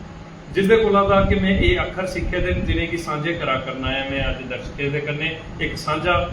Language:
Dogri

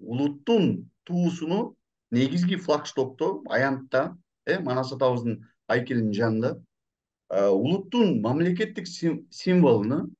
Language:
Kyrgyz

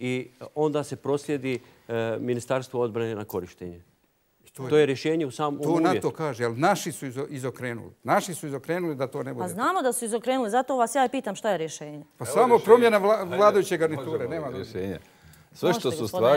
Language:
Bosnian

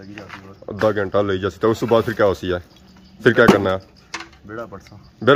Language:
Pahari-Potwari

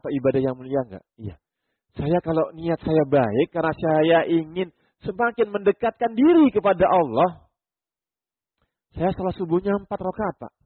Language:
Indonesian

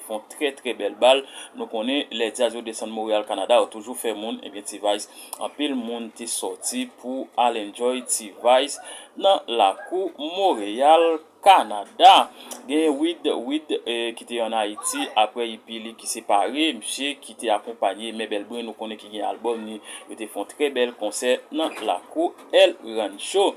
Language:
Haitian Creole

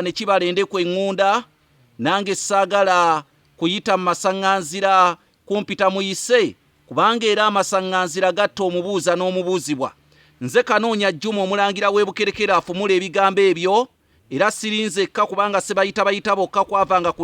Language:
Ganda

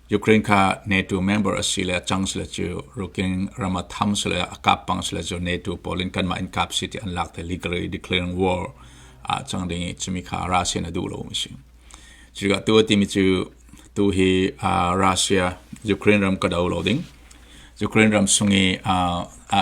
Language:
Falam Chin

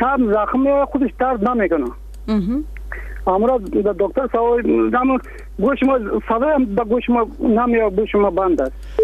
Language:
Persian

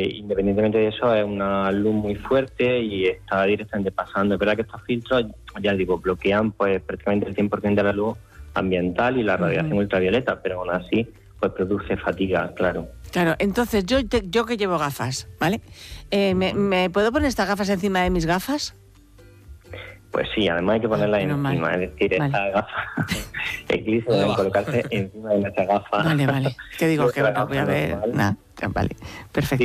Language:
Spanish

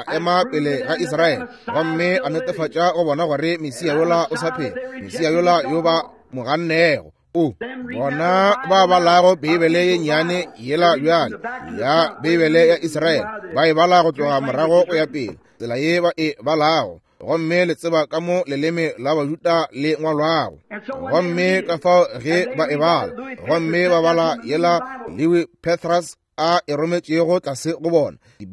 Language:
Northern Sotho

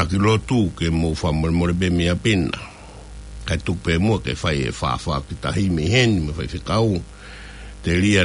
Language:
Tongan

